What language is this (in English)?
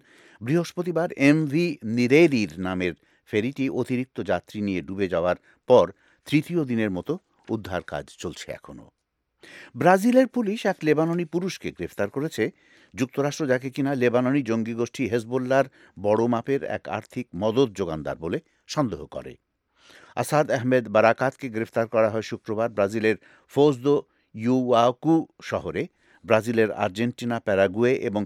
Bangla